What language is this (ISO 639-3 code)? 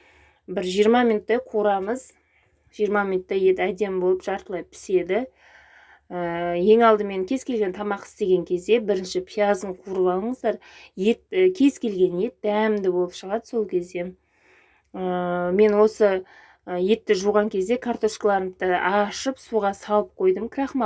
kaz